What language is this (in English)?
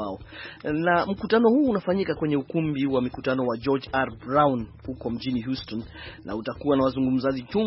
Swahili